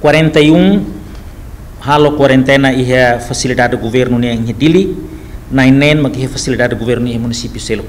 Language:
Tetum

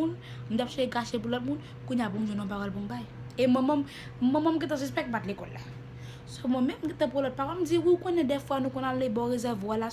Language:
Haitian Creole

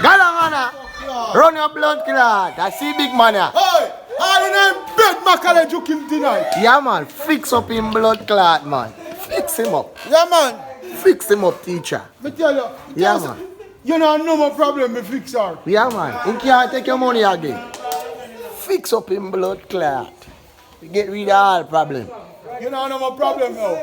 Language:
Jamaican Creole English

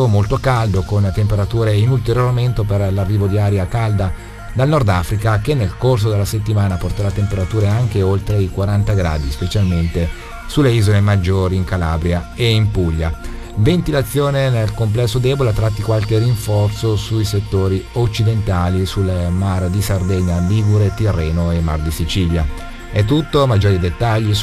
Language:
Italian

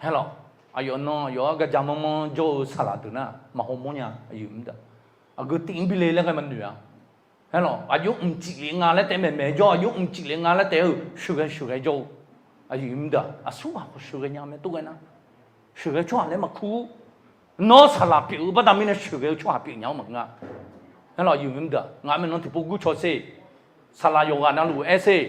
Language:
Akha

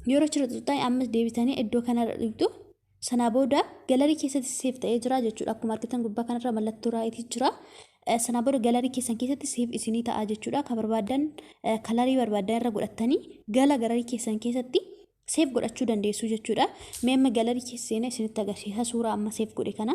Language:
Oromo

